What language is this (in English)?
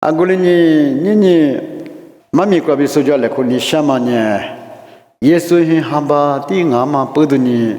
Lisu